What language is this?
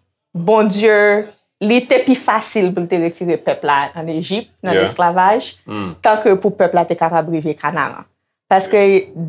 Haitian Creole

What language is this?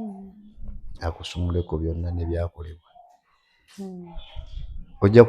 Ganda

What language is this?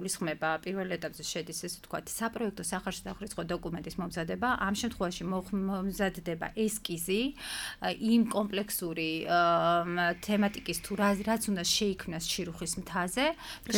Georgian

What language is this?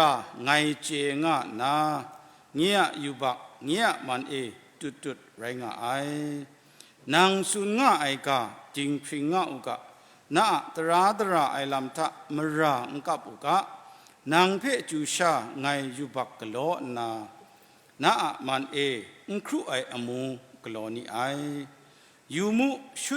Kachin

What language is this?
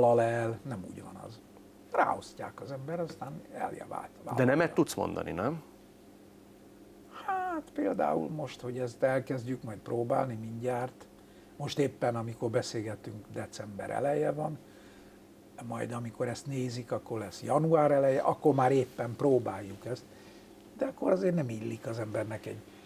Hungarian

